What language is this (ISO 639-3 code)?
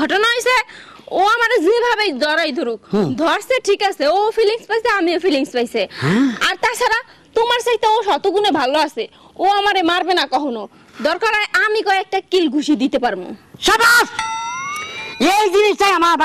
ben